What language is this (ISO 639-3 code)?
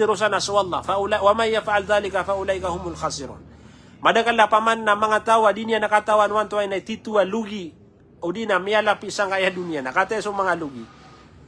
mrw